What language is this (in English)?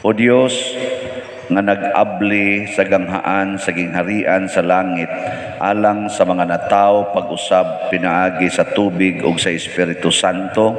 Cebuano